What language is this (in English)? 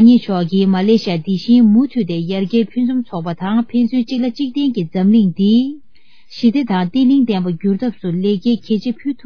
Tibetan